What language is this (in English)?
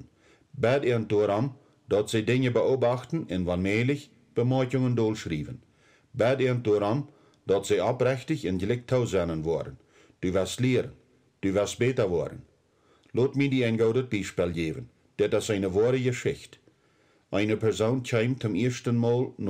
Plautdietsch